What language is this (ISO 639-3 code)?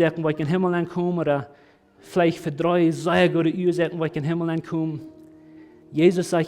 pdt